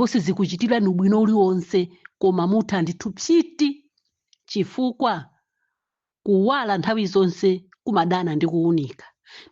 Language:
Nyanja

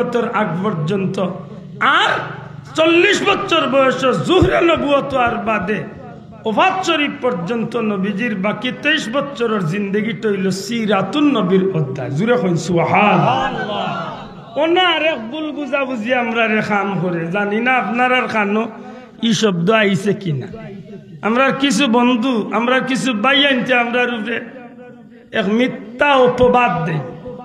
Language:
Sylheti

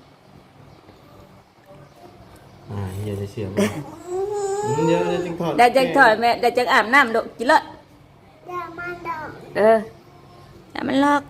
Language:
Northeastern Thai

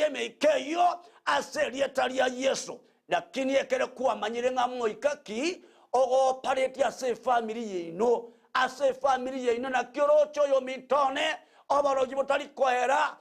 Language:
Gusii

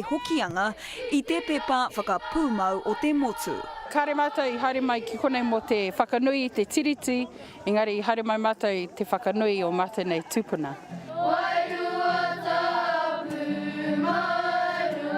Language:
Māori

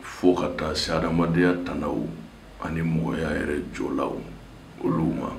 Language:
Bambara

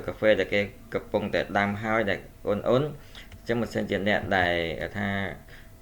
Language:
Khmer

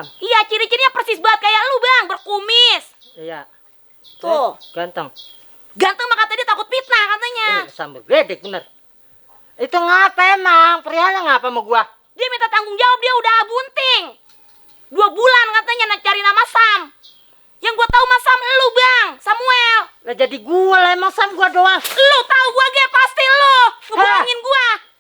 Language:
Betawi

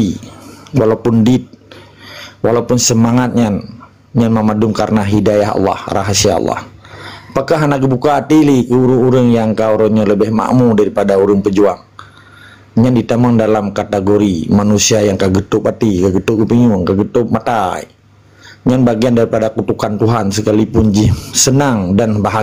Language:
Achinese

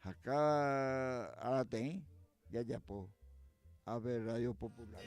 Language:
Guarani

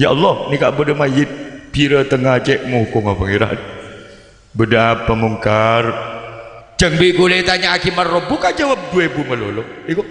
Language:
Madurese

